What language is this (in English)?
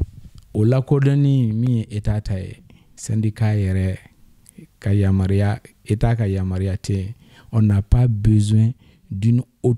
Bambara